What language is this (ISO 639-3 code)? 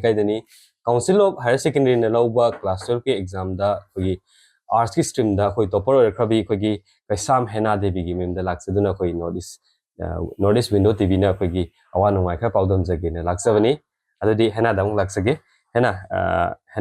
mni